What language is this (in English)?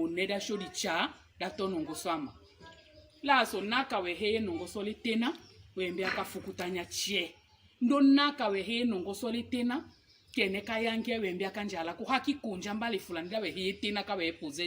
Tetela